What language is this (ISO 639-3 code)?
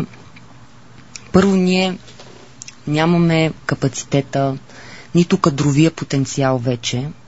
bul